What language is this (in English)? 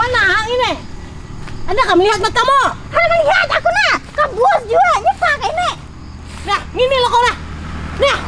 Banjar